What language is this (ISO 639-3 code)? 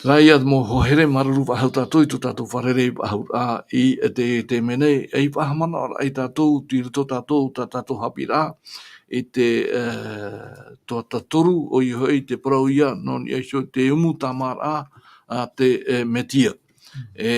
tah